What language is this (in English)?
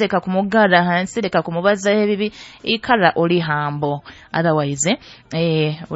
Nyoro